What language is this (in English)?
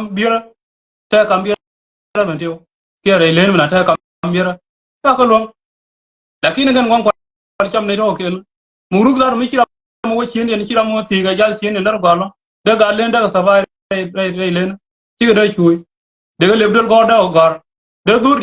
Nuer